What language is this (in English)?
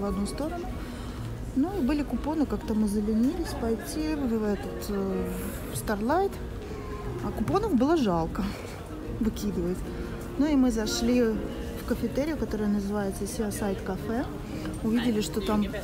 Russian